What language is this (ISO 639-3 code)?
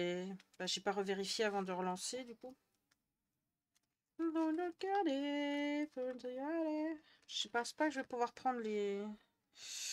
fra